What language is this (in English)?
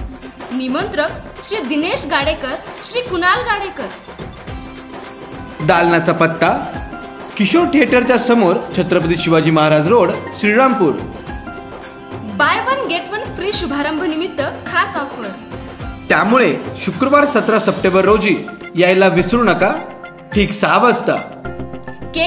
Marathi